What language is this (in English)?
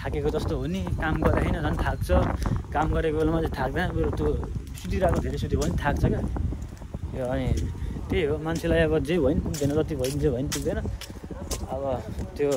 Nepali